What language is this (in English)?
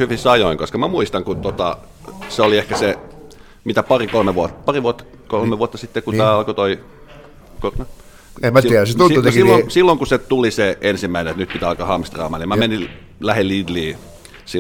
Finnish